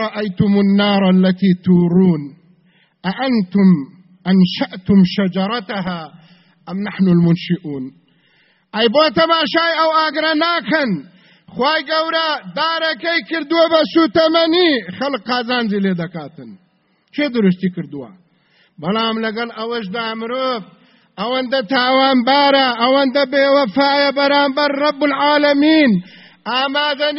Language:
Central Kurdish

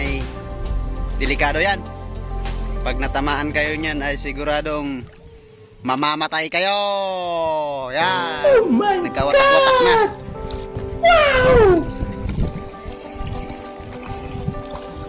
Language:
Filipino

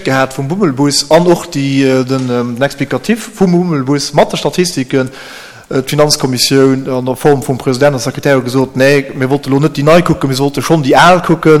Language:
Luxembourgish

